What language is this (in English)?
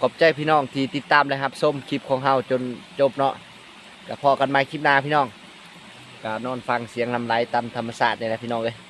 Lao